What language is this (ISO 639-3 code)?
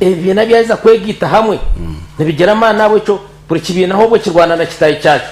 nyn